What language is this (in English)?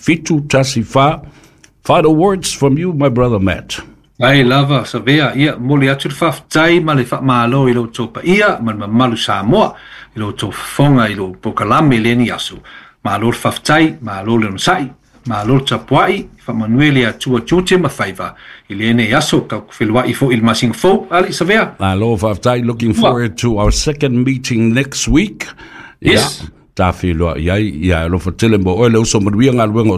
Samoan